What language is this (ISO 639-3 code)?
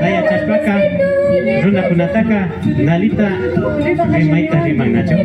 qvi